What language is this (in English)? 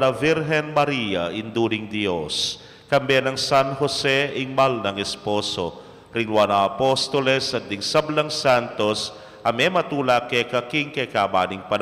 Pampanga